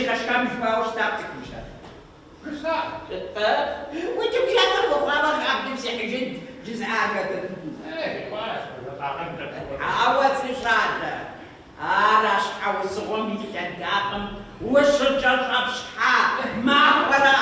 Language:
Kabardian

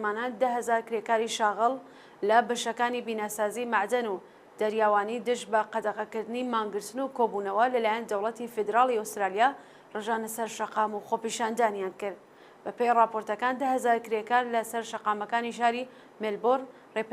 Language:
Central Kurdish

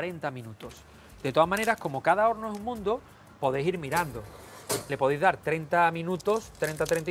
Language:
Spanish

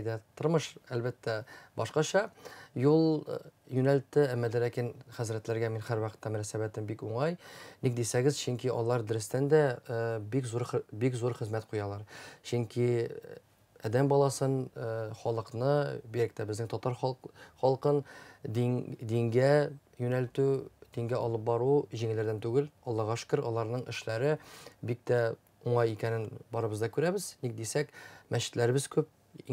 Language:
Tatar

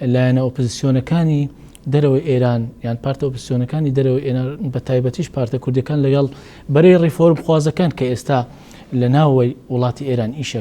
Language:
Central Kurdish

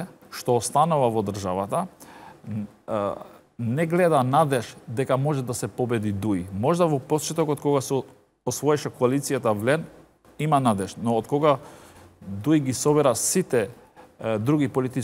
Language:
Macedonian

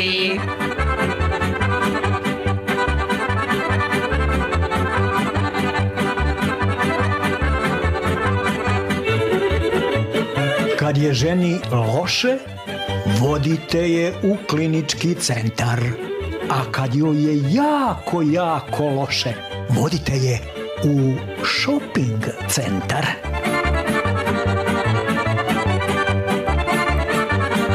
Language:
Serbian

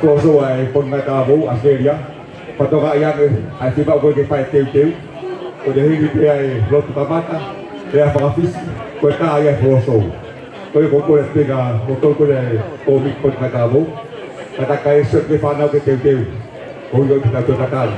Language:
Tongan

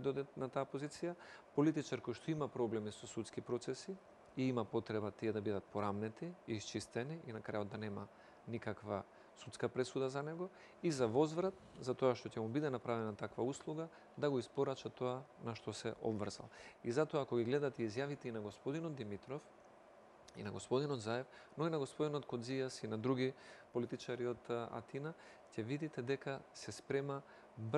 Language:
Macedonian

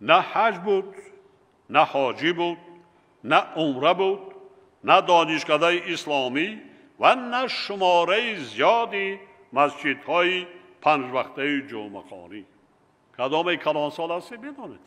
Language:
Tajik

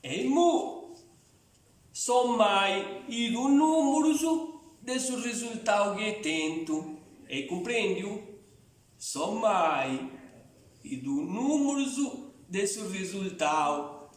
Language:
Sardinian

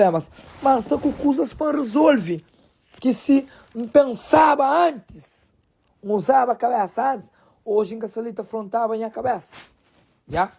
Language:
Kabuverdianu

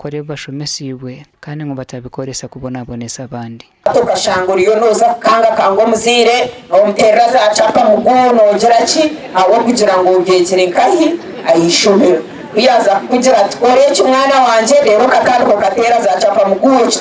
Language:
Nyankole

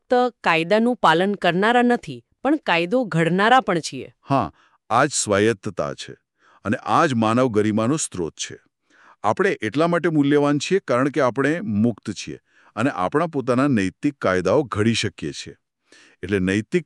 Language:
Gujarati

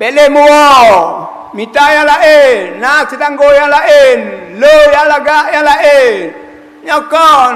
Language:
Achinese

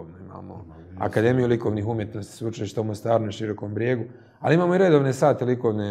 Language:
Croatian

